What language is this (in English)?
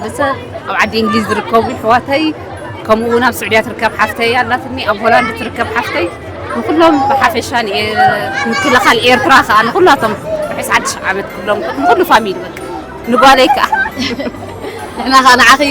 Tigrinya